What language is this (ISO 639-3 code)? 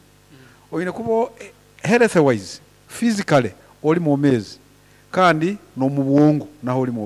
nyo